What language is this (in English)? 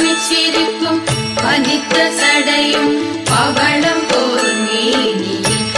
Tamil